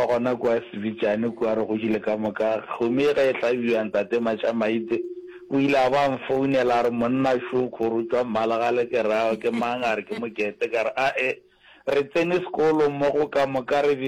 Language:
Northern Sotho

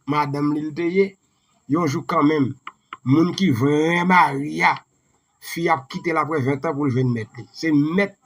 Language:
Haitian Creole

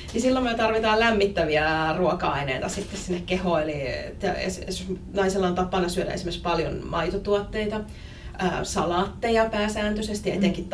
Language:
Finnish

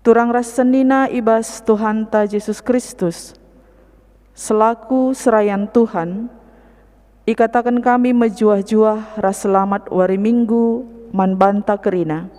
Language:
Batak Karo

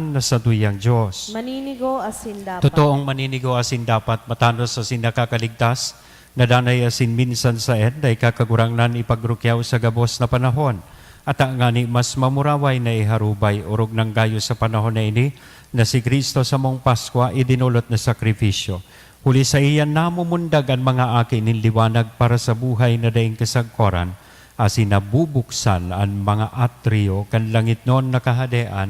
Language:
Bikol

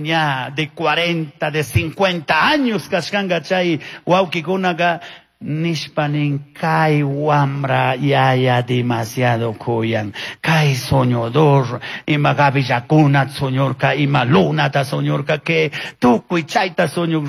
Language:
Chimborazo Highland Quichua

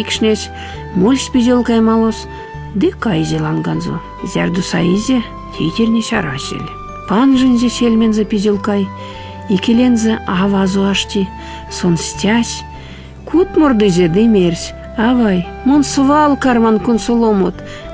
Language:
Erzya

